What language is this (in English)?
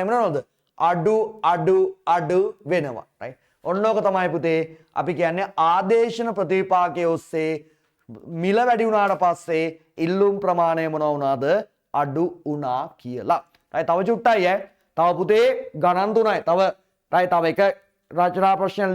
Sinhala